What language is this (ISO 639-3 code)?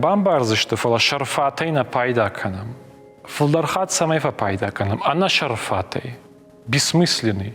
oss